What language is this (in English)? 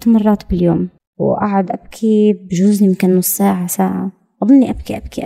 North Levantine Arabic